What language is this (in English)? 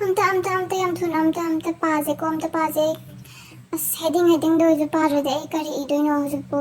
Manipuri